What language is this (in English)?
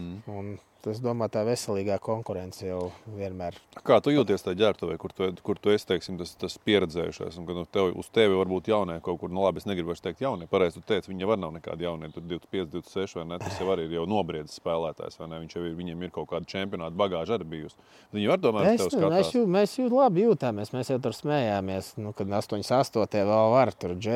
Latvian